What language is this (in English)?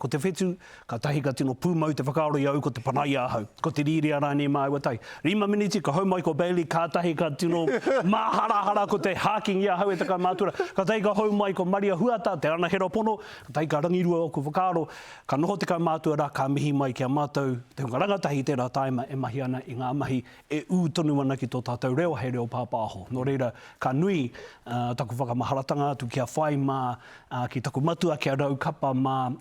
Māori